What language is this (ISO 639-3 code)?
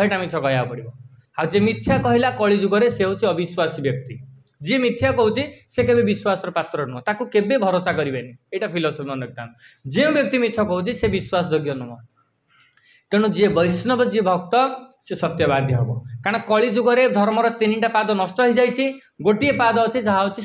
ori